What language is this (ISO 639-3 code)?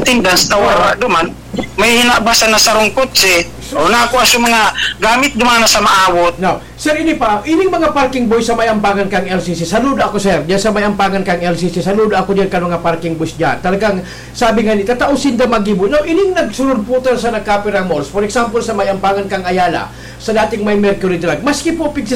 bik